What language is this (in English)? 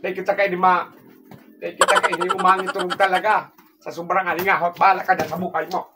Bikol